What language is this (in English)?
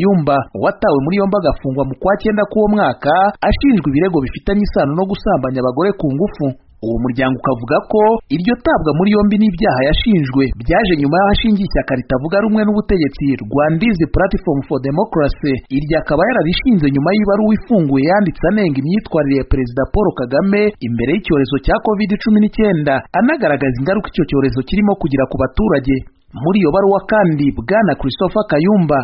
Kinyarwanda